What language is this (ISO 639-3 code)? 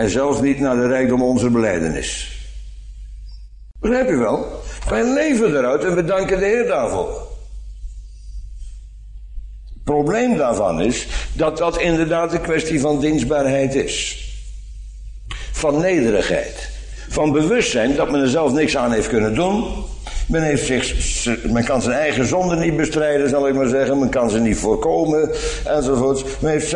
nld